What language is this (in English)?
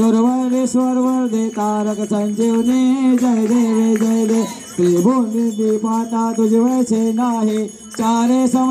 Marathi